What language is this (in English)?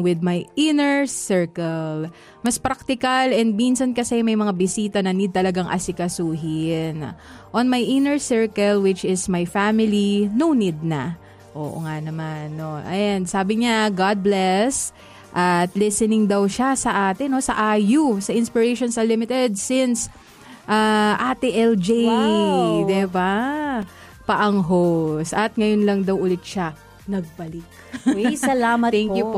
Filipino